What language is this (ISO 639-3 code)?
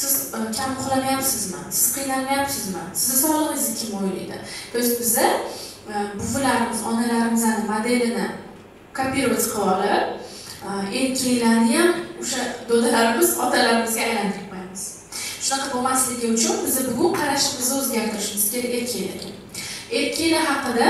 uzb